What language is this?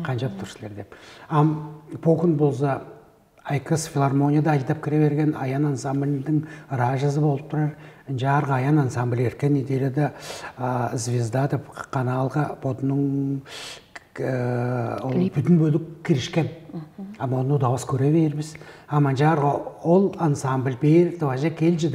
Tuvinian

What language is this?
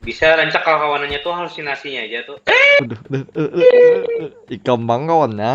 Banjar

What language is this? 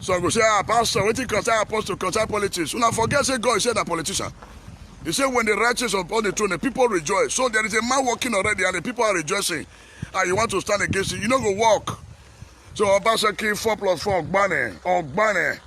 Nigerian Pidgin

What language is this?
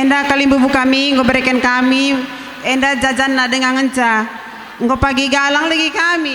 Batak Karo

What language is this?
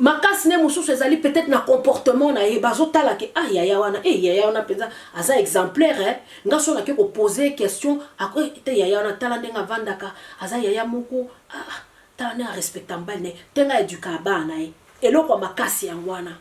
Lingala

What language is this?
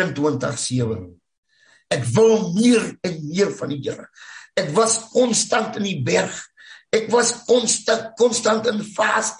Afrikaans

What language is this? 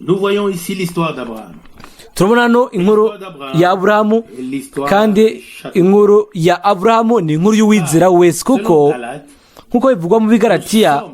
Rundi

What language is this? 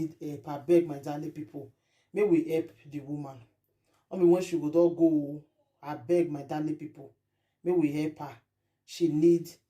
Nigerian Pidgin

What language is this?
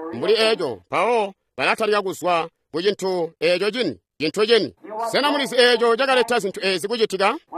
Tonga (Zambia)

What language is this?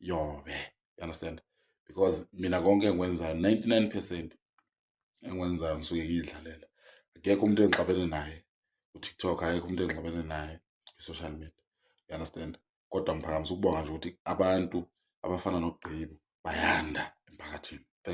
Zulu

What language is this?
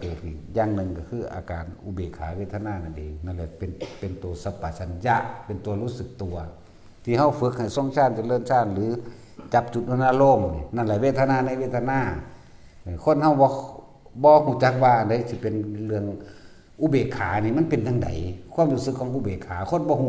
Northeastern Thai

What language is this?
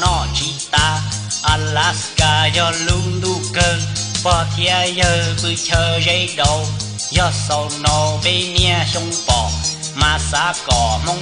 Hmong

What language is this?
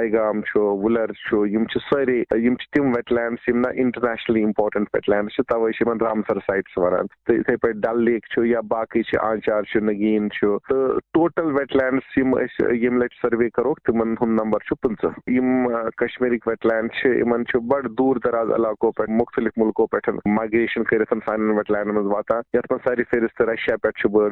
Kashmiri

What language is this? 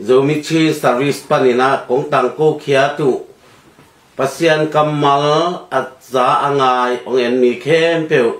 Tedim Chin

